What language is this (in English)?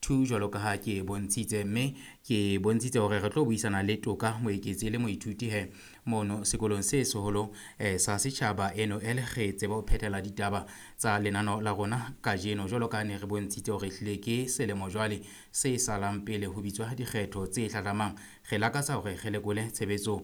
Southern Sotho